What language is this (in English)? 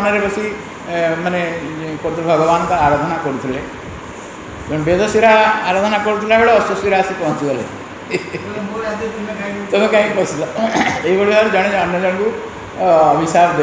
Odia